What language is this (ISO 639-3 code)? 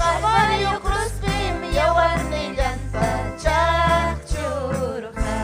quy